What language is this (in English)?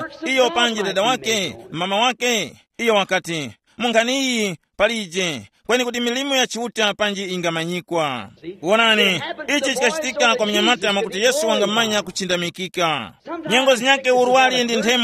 Tumbuka